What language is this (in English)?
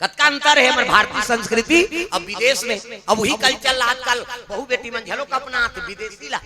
Chhattisgarhi